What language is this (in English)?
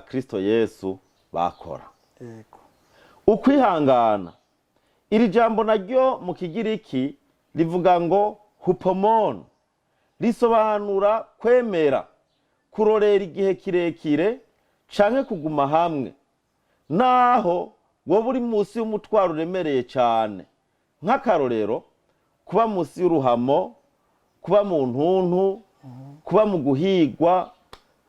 Rundi